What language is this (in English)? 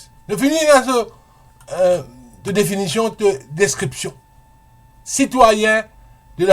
Morisyen